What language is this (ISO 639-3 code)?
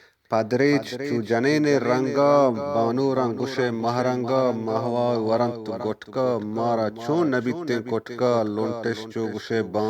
bgp